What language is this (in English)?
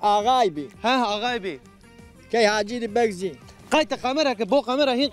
Zaza